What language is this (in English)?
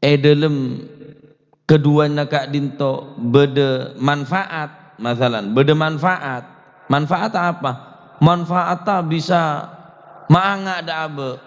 Madurese